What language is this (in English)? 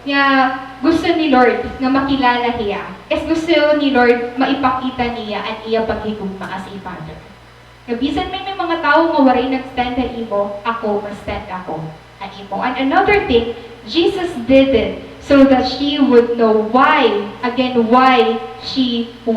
Waray